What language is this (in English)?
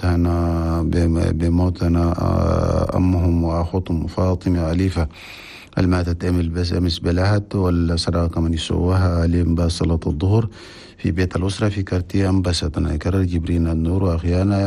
Chadian Arabic